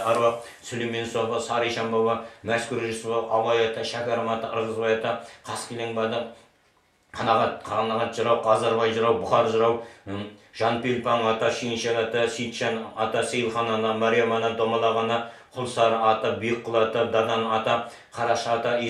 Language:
Kazakh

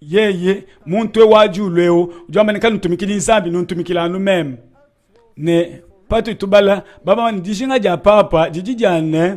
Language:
Luba-Lulua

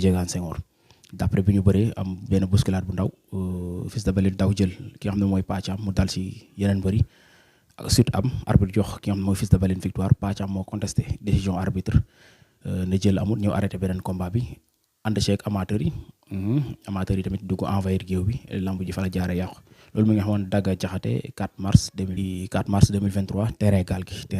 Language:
Wolof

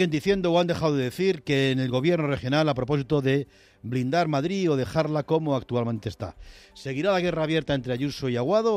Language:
Spanish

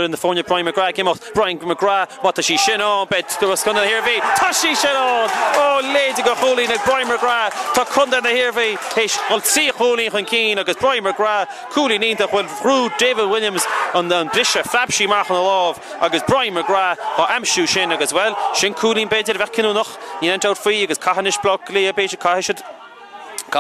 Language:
Irish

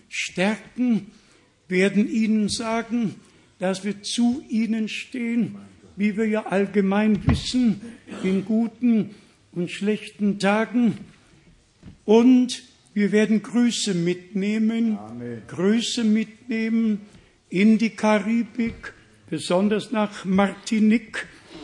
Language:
German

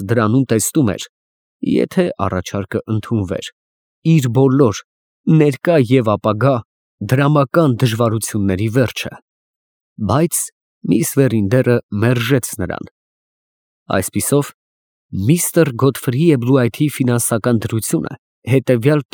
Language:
Armenian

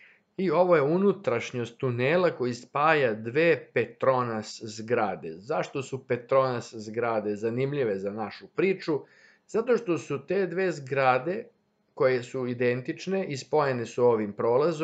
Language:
Serbian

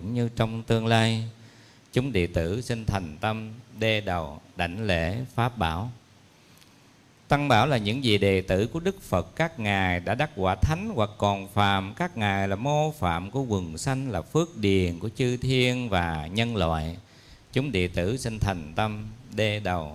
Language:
Vietnamese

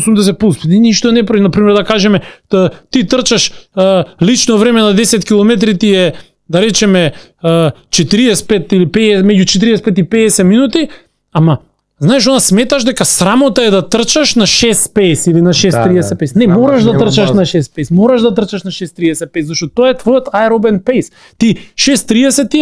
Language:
Macedonian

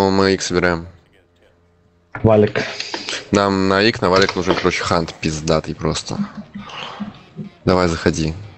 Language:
Russian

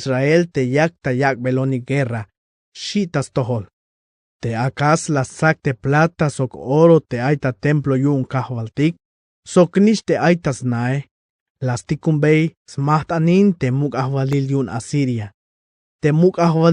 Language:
Tzeltal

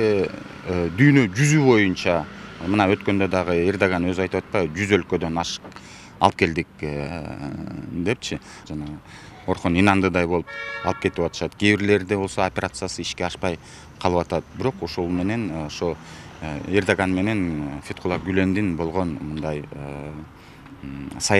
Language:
Kyrgyz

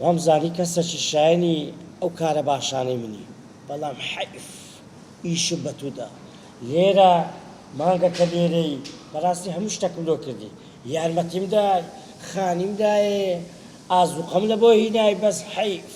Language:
Central Kurdish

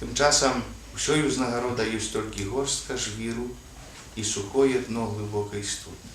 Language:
Belarusian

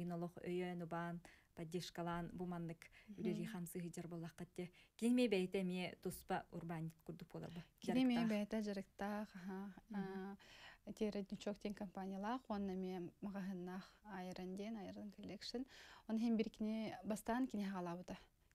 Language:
Yakut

